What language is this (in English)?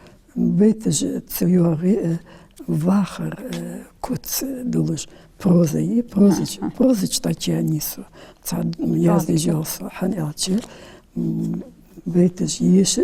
Ingush